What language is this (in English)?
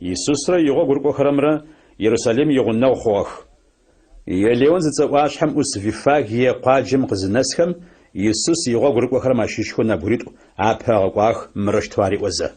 Adyghe